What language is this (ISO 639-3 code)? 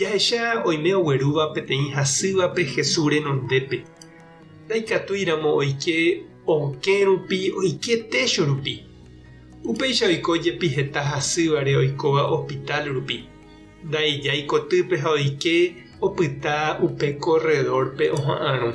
grn